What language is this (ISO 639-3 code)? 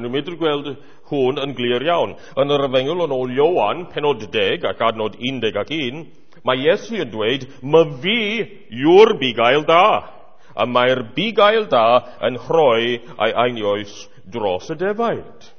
cym